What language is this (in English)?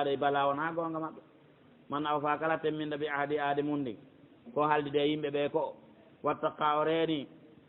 Pular